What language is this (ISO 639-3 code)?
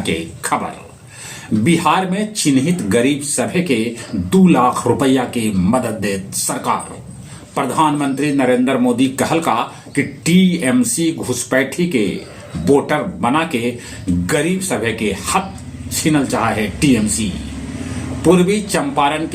mag